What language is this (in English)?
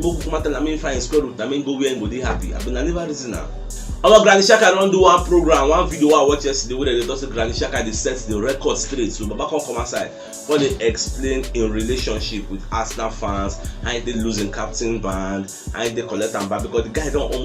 Nigerian Pidgin